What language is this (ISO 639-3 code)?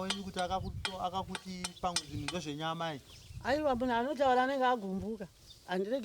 sna